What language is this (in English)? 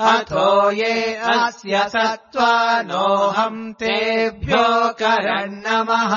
Sanskrit